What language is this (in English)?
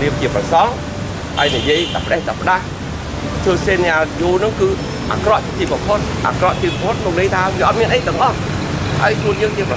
Khmer